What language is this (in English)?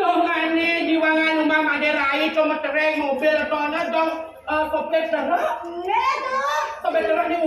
Balinese